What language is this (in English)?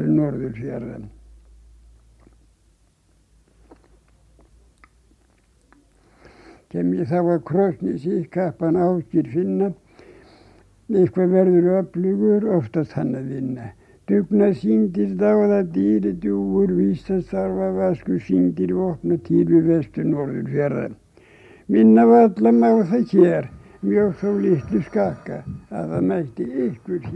Icelandic